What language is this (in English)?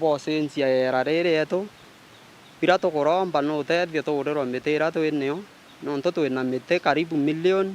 Meru